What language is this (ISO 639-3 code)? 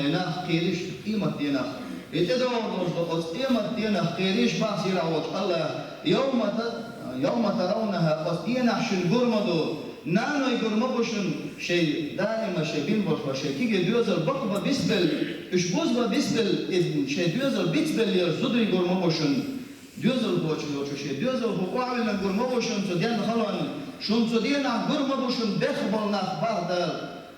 che